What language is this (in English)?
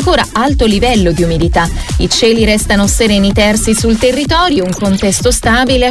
Italian